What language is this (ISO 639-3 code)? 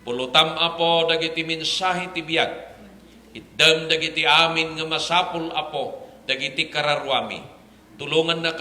ilo